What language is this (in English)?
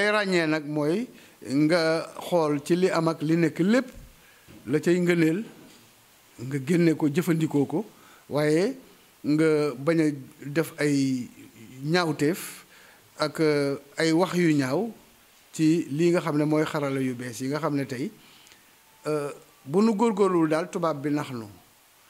Wolof